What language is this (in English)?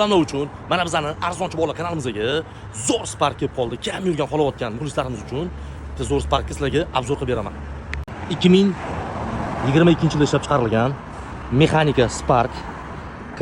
Uzbek